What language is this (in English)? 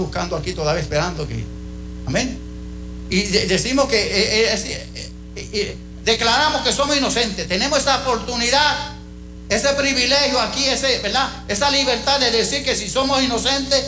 Spanish